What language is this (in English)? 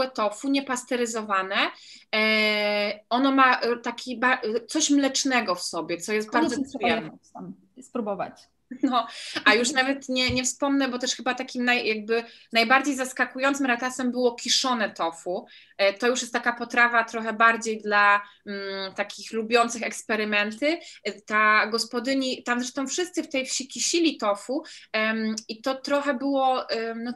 Polish